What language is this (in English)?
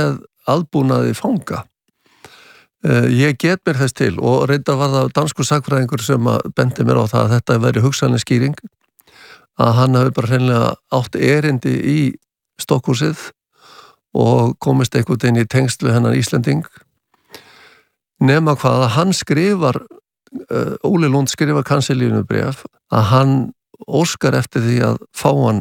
Icelandic